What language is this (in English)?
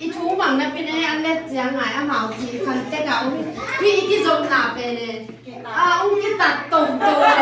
Tedim Chin